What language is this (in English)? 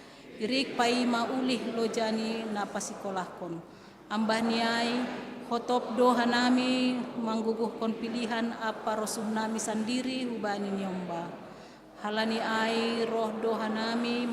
Batak Simalungun